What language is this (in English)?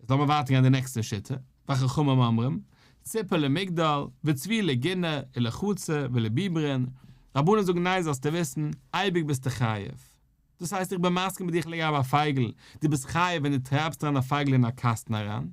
Yiddish